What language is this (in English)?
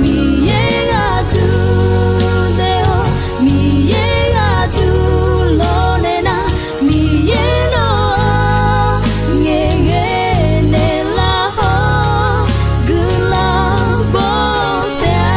Akha